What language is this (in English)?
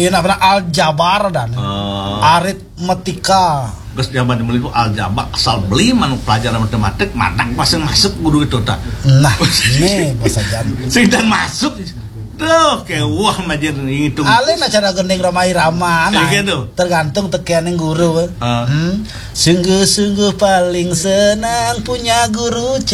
Balinese